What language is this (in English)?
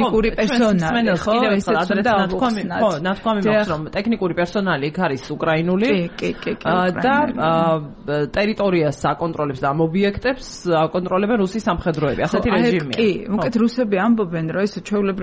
Georgian